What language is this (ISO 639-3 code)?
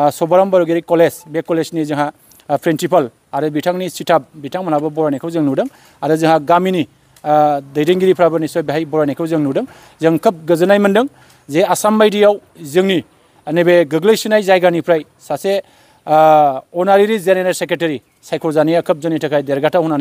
brx